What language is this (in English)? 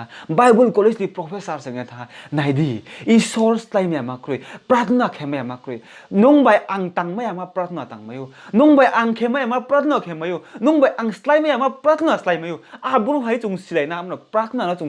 Riang (India)